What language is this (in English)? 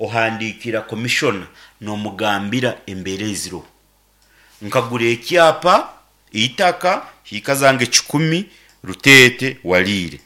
Nyankole